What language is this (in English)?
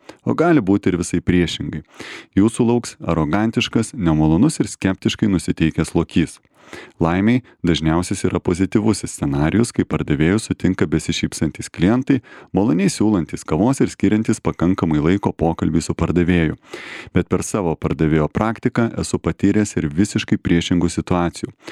Lithuanian